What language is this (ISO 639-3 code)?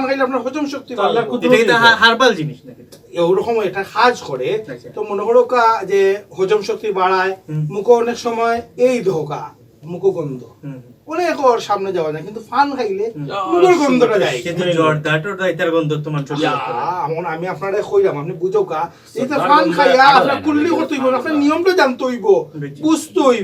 syl